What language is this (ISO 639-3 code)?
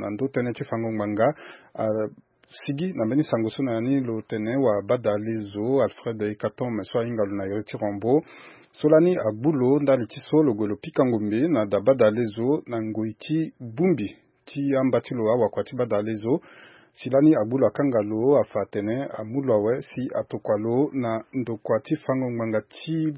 sag